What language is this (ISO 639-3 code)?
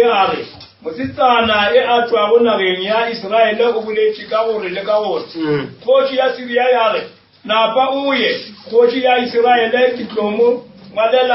nso